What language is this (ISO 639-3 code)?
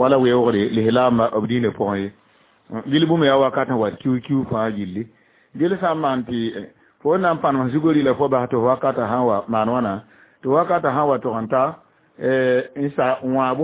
mos